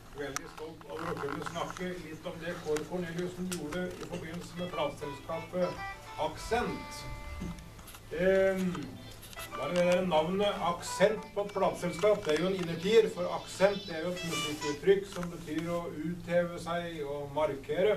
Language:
Norwegian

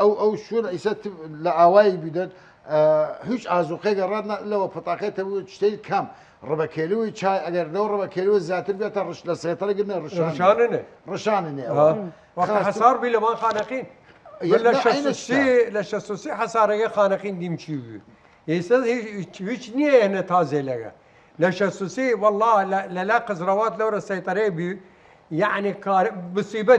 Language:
Southern Kurdish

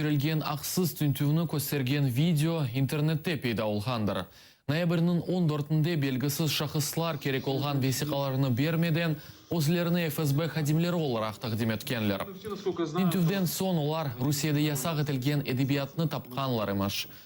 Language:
Crimean Tatar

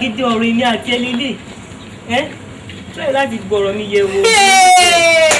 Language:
Yoruba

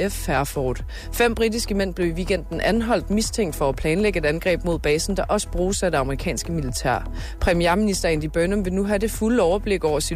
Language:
Danish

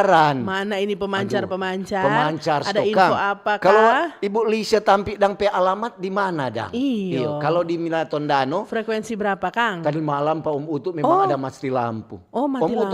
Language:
Manado Malay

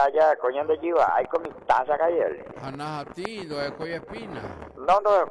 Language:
Guarani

